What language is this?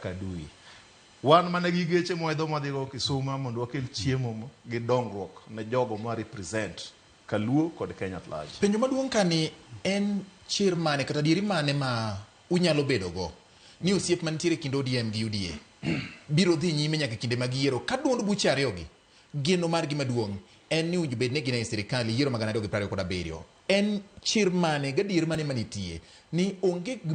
Luo (Kenya and Tanzania)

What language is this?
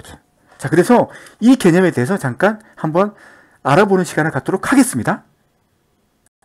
Korean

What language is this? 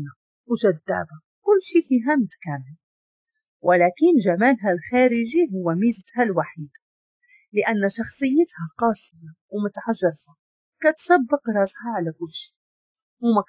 Moroccan Arabic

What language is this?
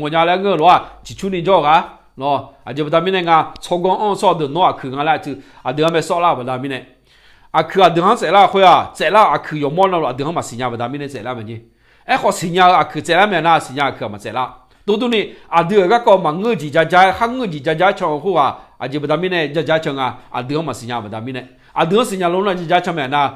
Akha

